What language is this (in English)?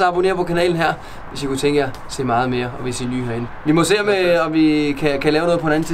Danish